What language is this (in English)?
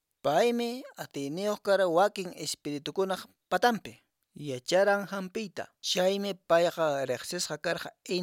Quechua